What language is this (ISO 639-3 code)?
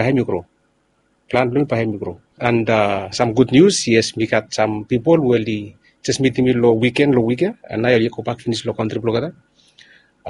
bis